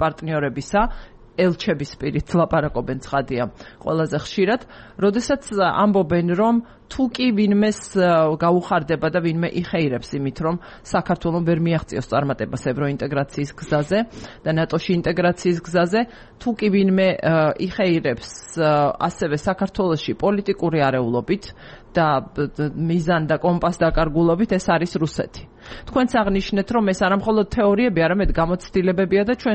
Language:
Georgian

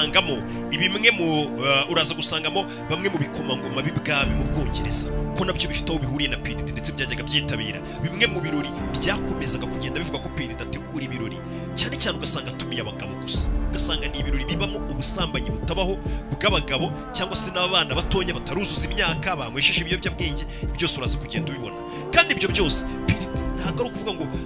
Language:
Kinyarwanda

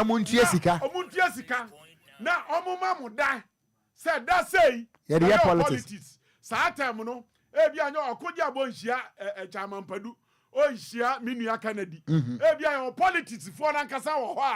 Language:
Akan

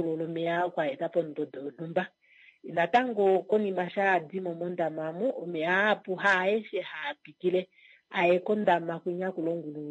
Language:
Kuanyama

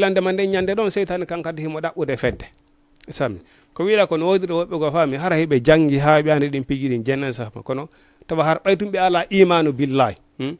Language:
Fula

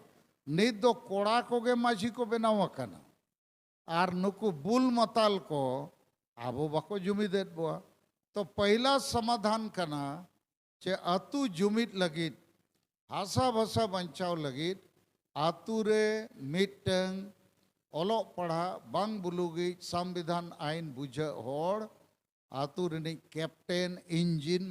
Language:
Santali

